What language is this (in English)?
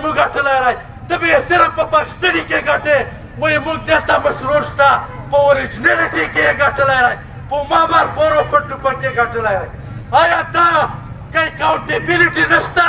Pashto